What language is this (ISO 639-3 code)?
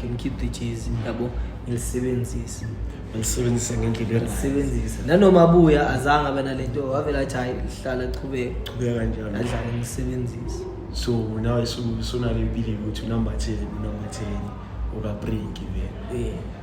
zul